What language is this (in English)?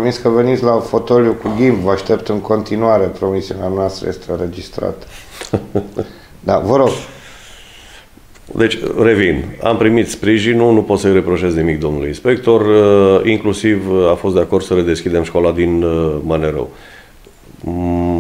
Romanian